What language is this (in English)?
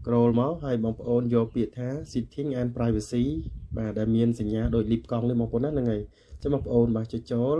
Khmer